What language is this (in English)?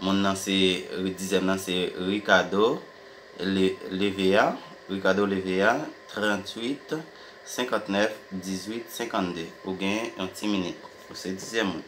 Haitian Creole